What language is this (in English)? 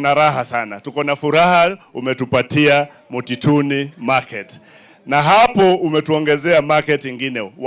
Kamba